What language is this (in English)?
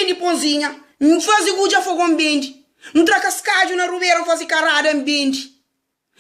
Kabuverdianu